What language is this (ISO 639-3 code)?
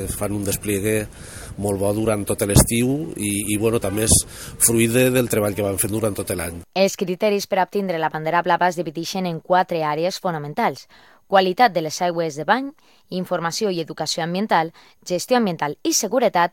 cat